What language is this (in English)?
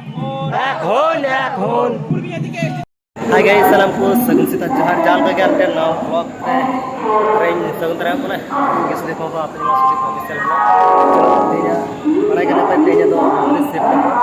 Santali